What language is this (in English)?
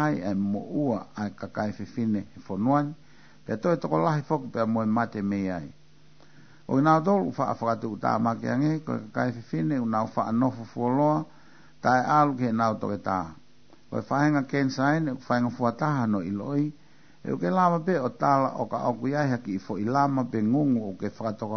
Tongan